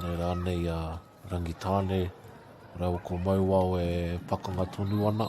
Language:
Māori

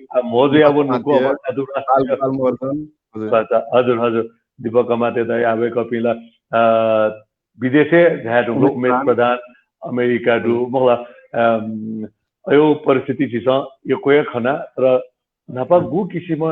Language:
Newari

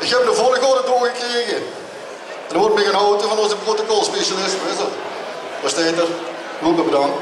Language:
Limburgish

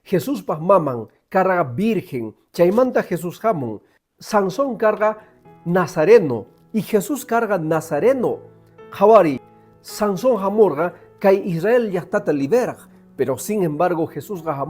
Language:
Quechua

